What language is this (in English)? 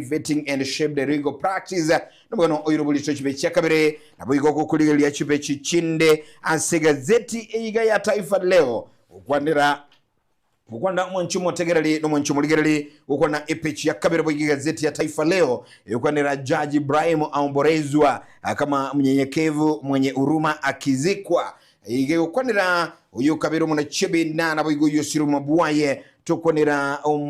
Gusii